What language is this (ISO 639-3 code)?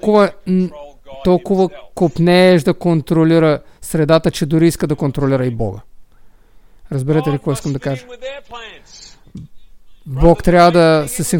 bul